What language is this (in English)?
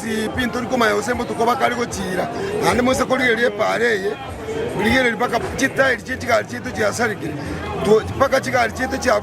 Gusii